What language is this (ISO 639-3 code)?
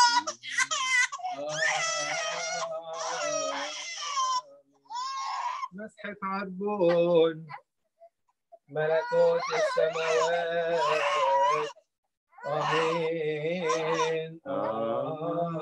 ara